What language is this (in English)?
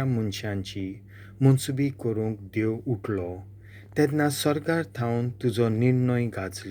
Konkani